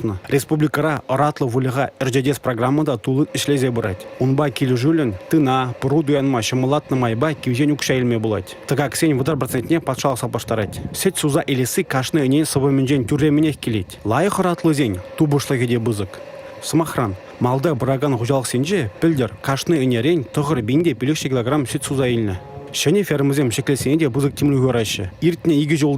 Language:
Chuvash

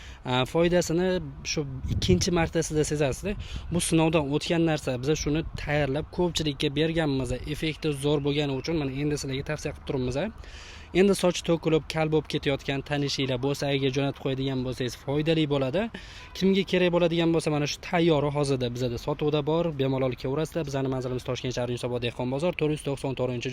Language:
Uzbek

